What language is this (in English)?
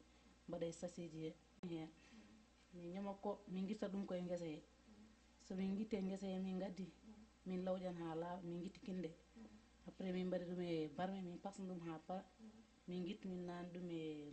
Fula